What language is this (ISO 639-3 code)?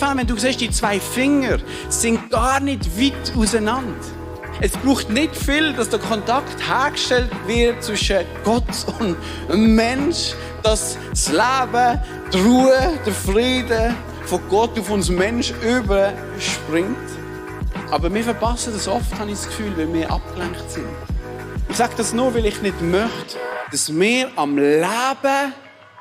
gsw